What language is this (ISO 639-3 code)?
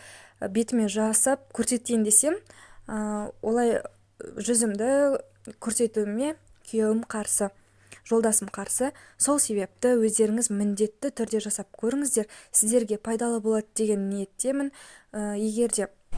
kaz